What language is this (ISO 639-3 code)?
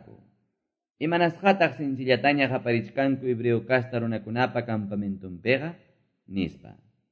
que